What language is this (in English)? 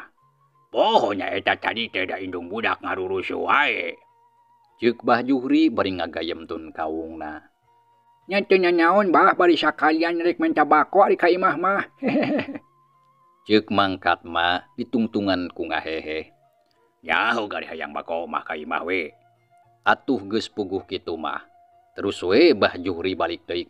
Sundanese